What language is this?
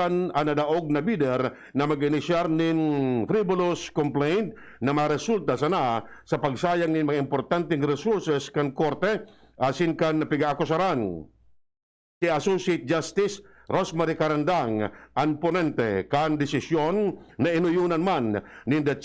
Bikol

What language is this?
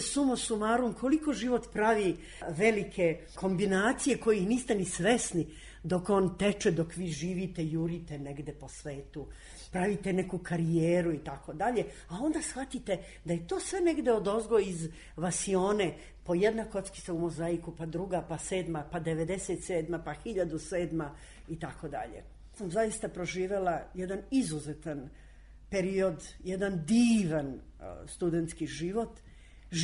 Serbian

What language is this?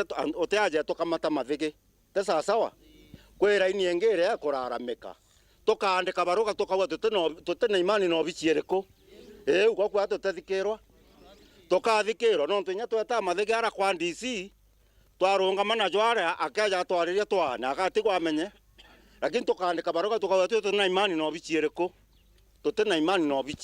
Meru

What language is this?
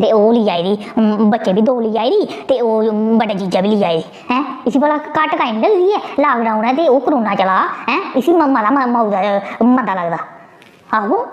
Dogri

